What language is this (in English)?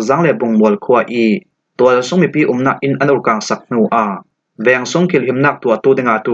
Falam Chin